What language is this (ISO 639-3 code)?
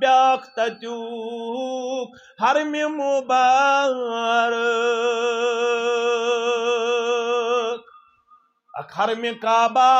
kas